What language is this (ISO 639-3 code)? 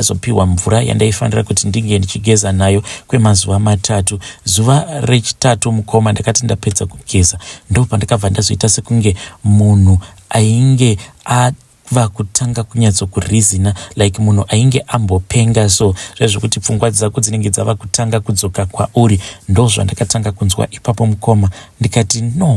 sna